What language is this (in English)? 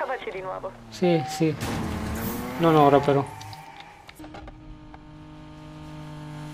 Italian